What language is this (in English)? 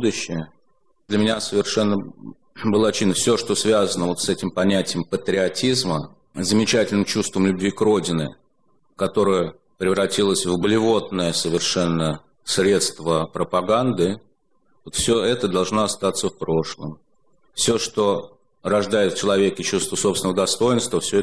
Russian